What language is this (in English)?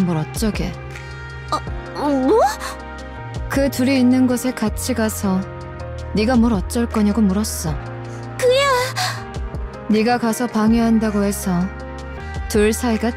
Korean